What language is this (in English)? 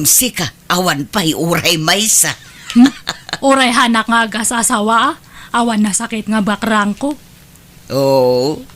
Iloko